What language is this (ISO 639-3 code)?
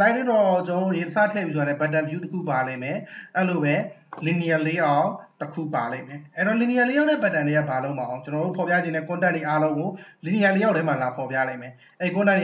mya